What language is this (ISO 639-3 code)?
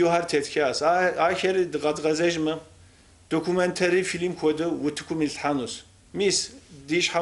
kbd